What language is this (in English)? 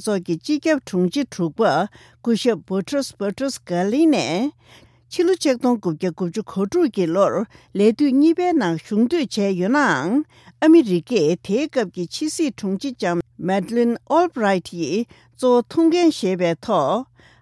Tibetan